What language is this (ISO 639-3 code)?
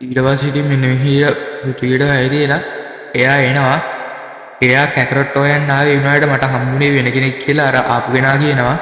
sin